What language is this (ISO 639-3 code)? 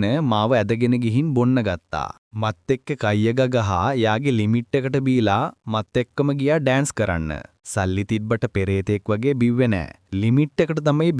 sin